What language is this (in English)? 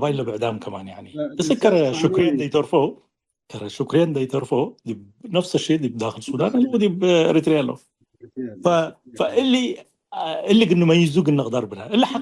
Tigre